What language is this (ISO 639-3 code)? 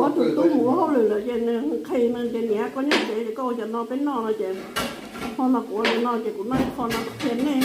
hmn